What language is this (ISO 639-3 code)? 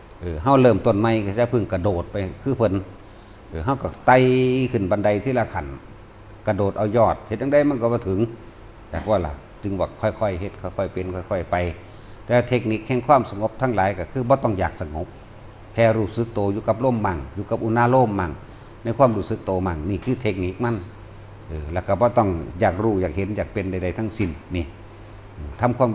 tts